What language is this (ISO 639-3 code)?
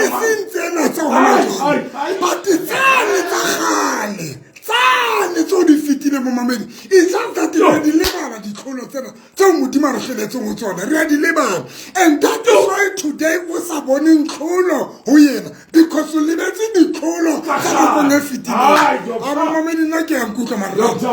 sot